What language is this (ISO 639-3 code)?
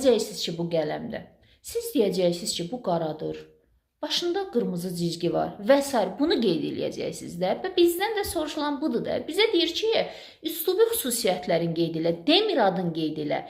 aze